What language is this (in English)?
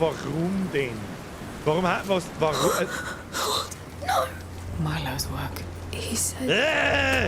Bavarian